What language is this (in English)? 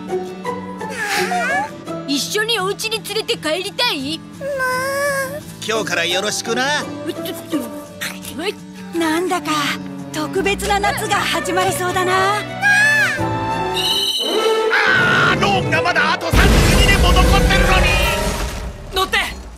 Japanese